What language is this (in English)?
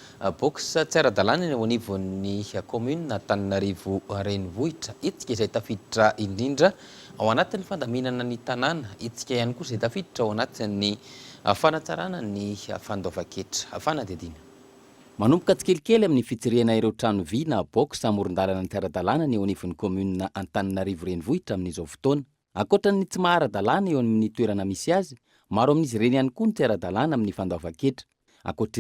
Malagasy